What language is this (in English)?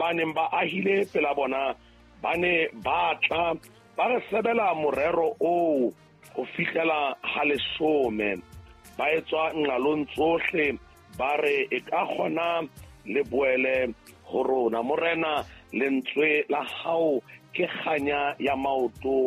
Southern Sotho